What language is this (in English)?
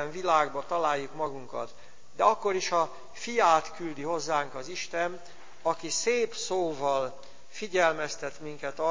Hungarian